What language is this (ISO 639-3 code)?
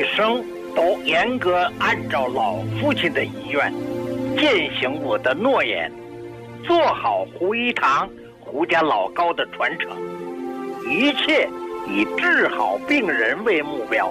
zho